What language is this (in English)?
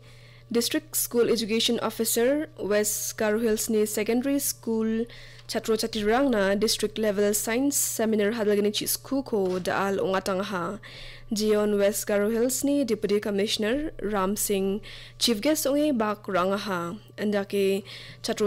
Garo